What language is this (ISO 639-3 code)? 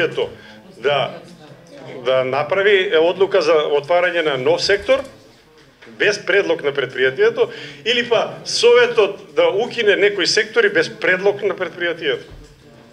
mkd